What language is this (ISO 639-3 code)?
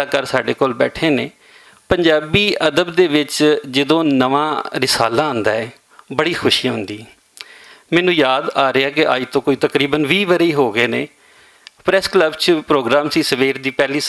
lah